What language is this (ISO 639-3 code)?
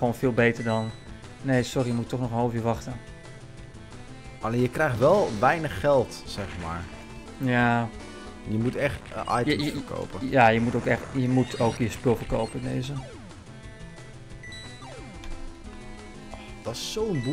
nld